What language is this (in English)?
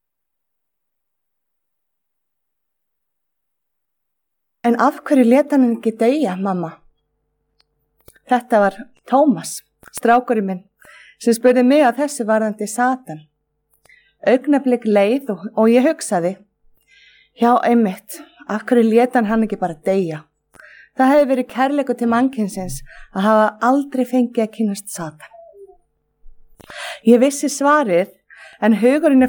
Icelandic